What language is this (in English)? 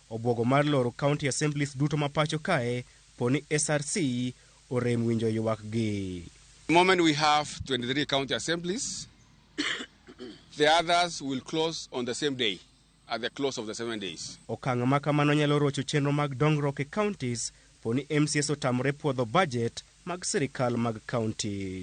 Luo (Kenya and Tanzania)